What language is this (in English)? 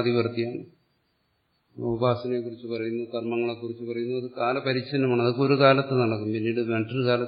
Malayalam